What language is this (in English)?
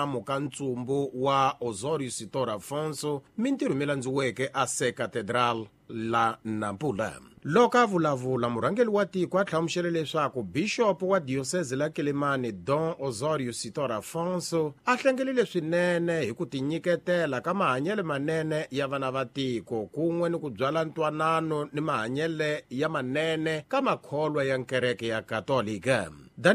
Tsonga